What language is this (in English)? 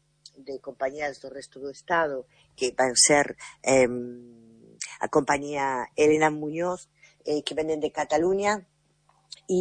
Galician